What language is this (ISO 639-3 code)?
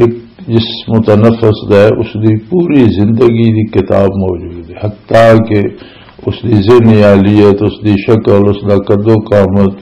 lah